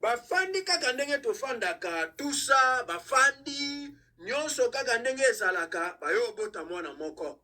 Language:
Lingala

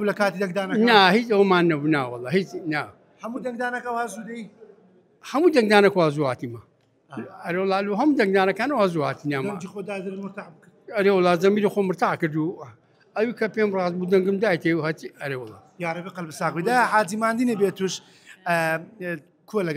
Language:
Central Kurdish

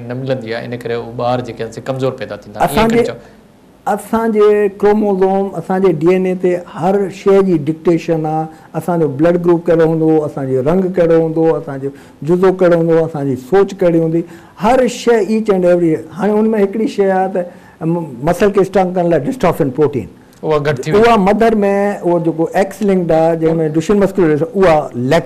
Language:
Sindhi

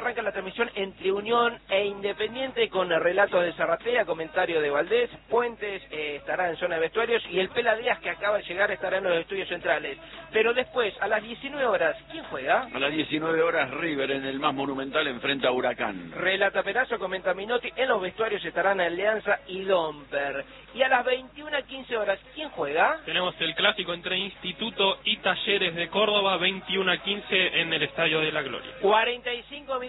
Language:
Spanish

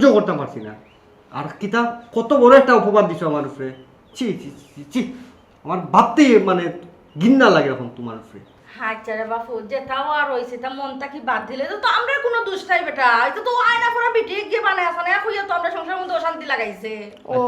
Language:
Sylheti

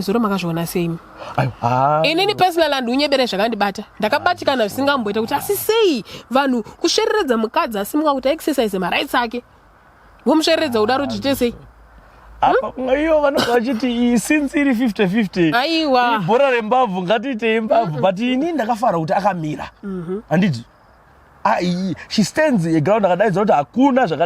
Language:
Shona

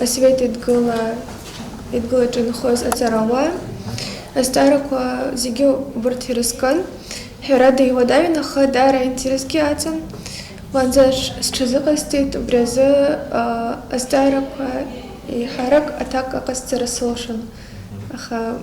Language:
Abkhazian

